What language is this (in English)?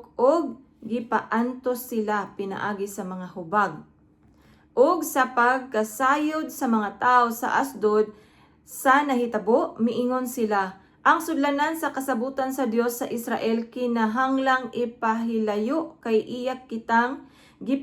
Cebuano